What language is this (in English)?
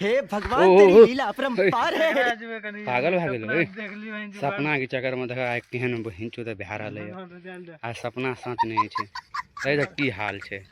Maithili